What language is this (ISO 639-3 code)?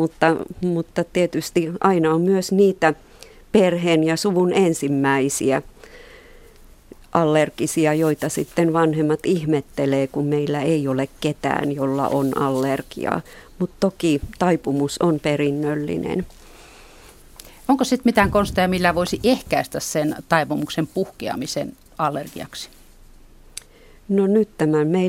fin